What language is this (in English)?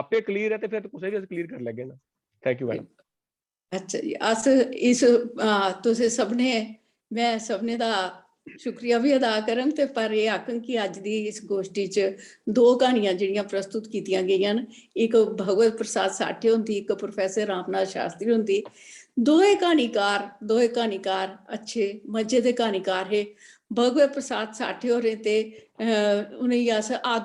Dogri